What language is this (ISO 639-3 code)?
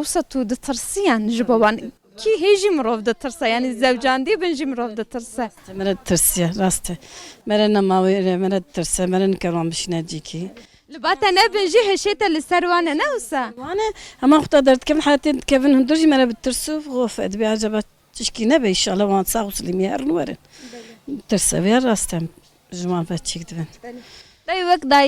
kur